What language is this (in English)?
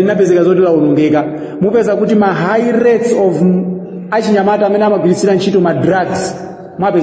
Nyanja